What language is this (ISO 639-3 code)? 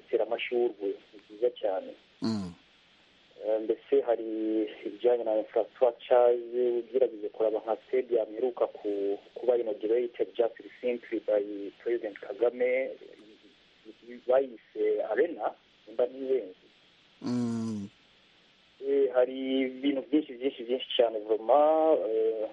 kin